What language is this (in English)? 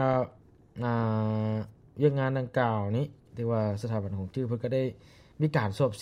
Lao